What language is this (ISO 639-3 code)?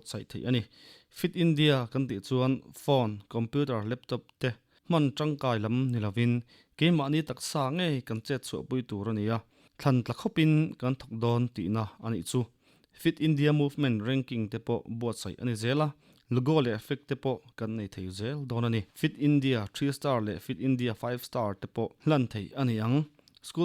lus